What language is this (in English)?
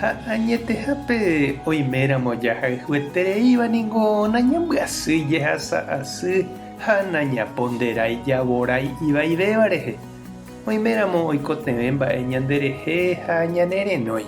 Guarani